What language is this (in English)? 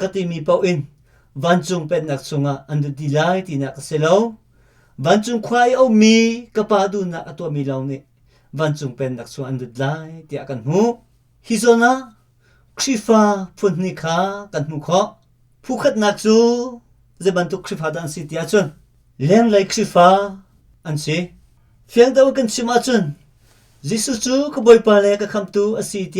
Hakha Chin